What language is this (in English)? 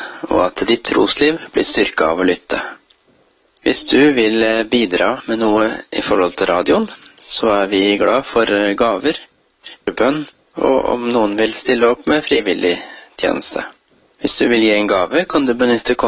Norwegian